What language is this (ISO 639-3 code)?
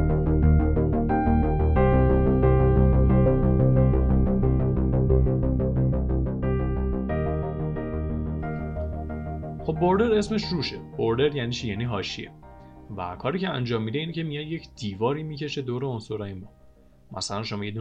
fas